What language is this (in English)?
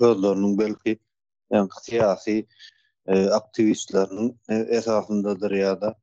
Turkmen